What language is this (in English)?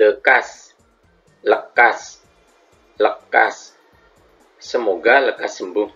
Madurese